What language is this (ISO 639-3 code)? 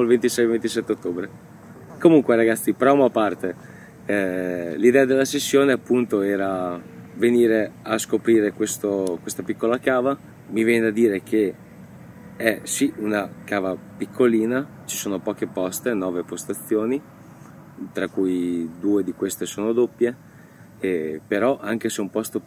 ita